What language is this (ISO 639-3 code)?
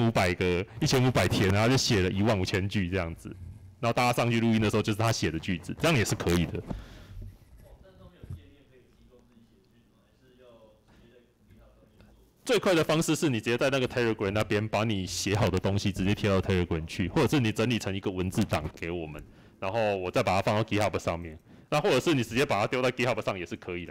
zho